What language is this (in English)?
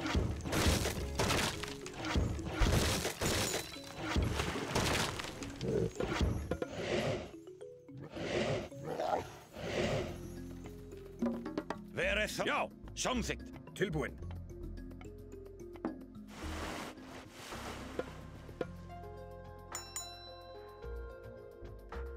Icelandic